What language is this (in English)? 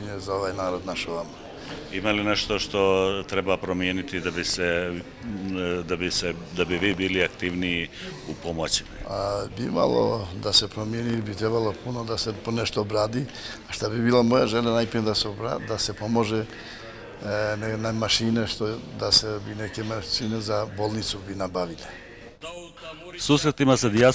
Bosnian